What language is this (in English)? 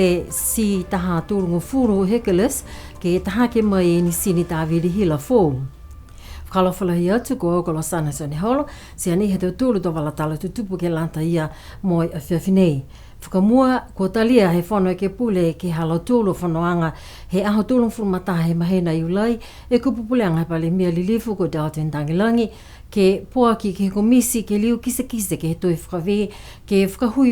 Niuean